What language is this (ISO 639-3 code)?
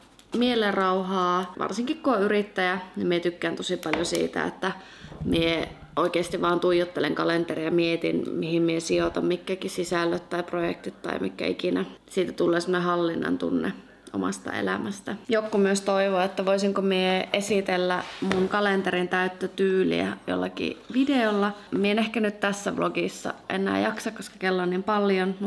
fin